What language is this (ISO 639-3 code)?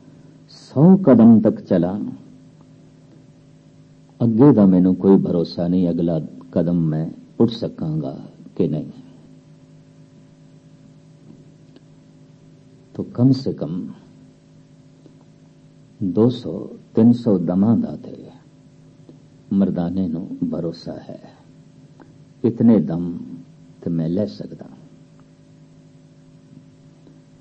pan